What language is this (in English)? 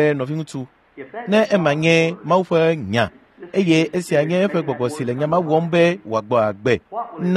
Ewe